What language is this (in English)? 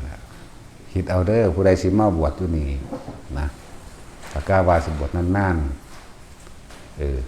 Northeastern Thai